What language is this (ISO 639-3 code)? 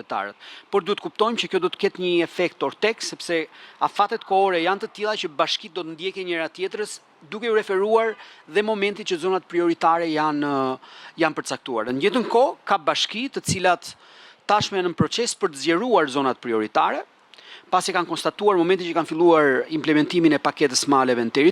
sqi